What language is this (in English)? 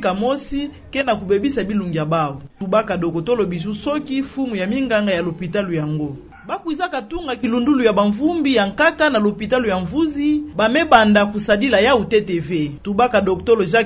Kituba (Democratic Republic of Congo)